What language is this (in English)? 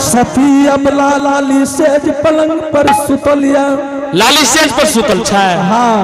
Angika